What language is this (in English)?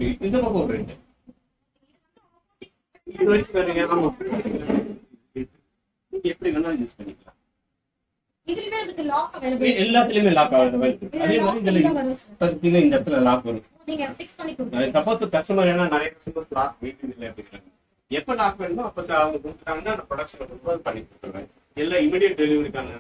Tamil